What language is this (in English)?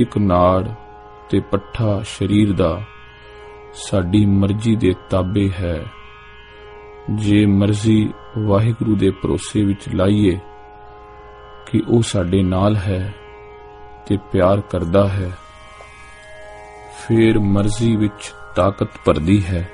Punjabi